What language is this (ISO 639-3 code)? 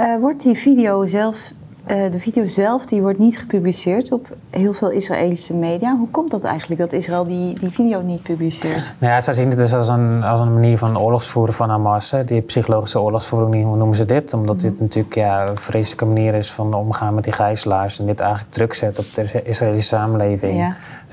nld